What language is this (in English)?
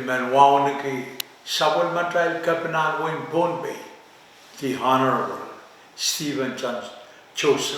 Pohnpeian